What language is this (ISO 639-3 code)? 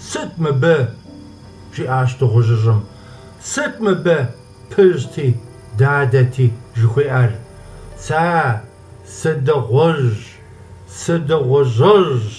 kbd